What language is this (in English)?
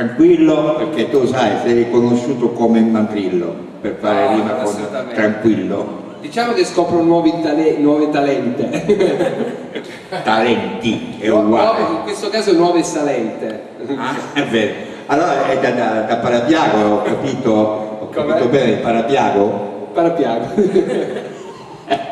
Italian